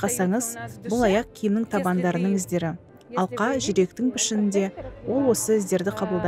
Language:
Kazakh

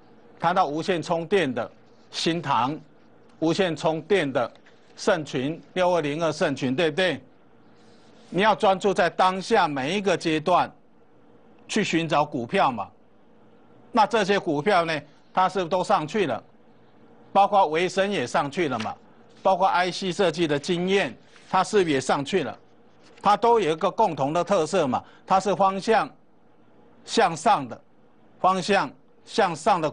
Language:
Chinese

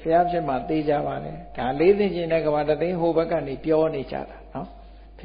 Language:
Burmese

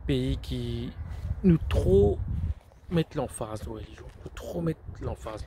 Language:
Morisyen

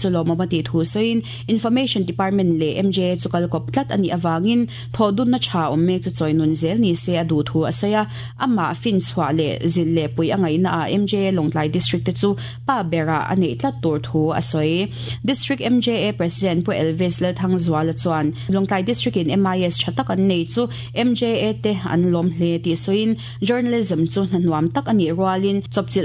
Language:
Mizo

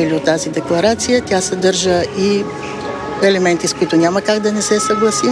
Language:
Bulgarian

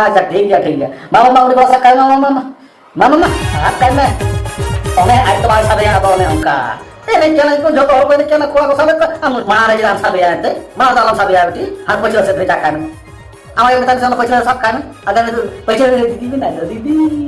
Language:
Santali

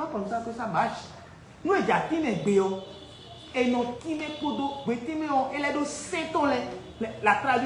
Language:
Fon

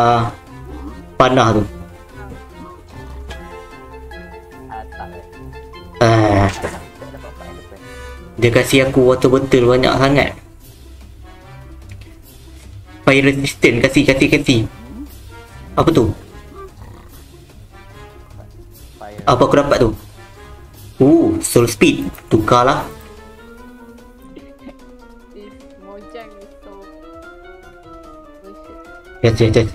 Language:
Malay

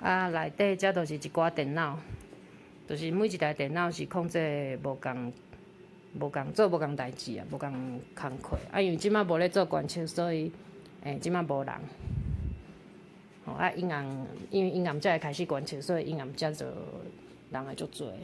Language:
Min Nan Chinese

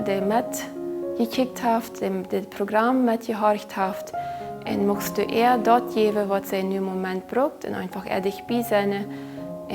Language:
Plautdietsch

